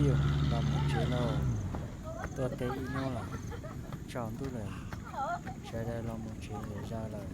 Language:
Hmong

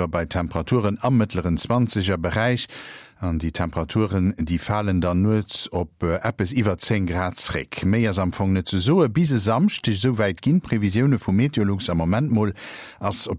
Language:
Luxembourgish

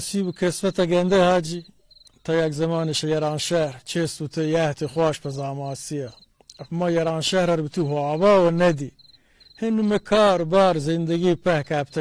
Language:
Baluchi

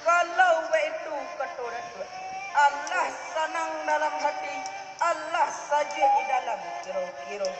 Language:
Minangkabau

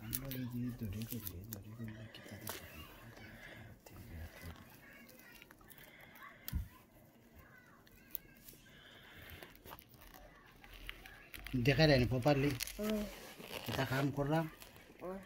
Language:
Sylheti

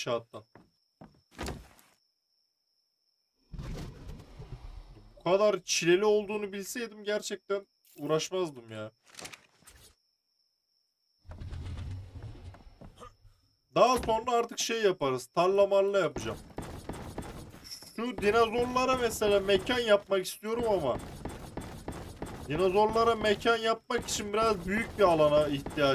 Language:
Turkish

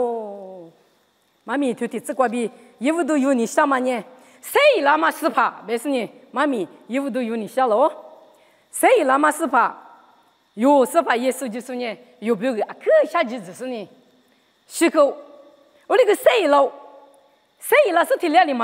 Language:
Lisu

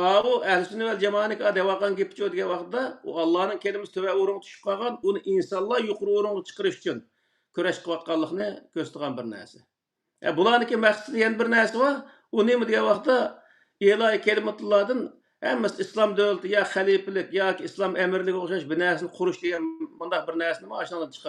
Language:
Uyghur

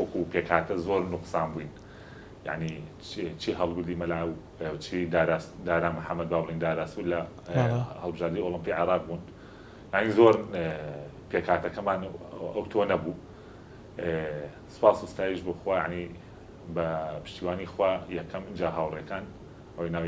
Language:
Central Kurdish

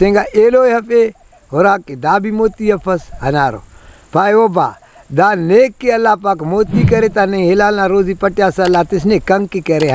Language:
Brahui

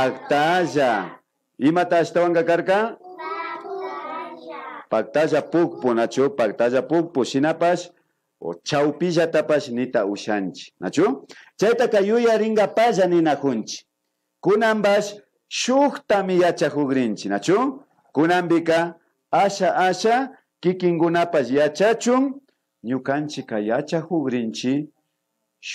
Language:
Imbabura Highland Quichua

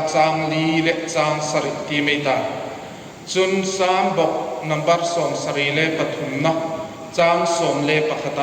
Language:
Hmar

